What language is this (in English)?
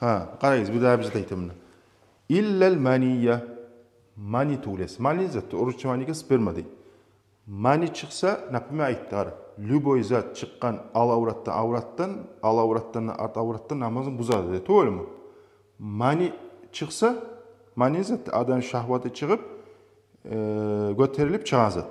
Kumyk